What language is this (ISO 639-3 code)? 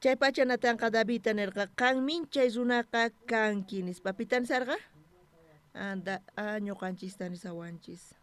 quh